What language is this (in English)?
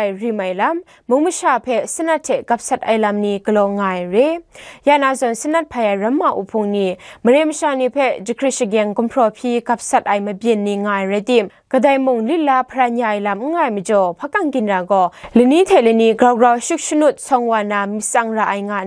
Kachin